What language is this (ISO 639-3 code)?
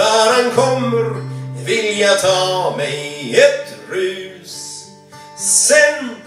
swe